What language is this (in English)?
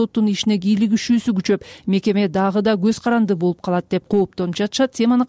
Kyrgyz